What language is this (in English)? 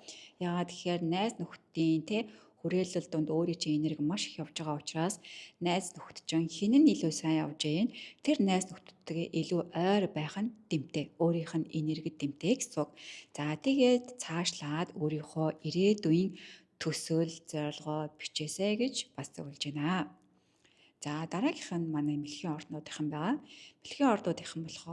Mongolian